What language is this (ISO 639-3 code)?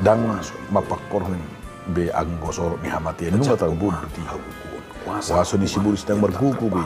bbc